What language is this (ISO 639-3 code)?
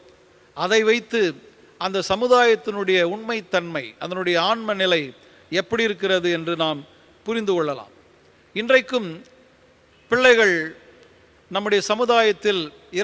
tam